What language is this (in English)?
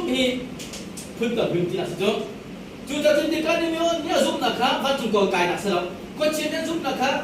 Hakha Chin